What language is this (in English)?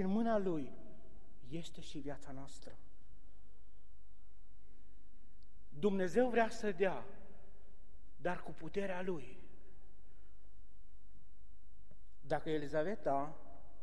Romanian